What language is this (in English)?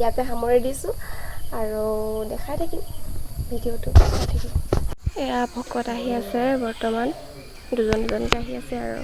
Assamese